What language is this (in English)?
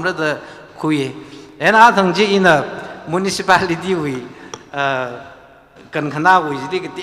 Tangkhul Naga (India)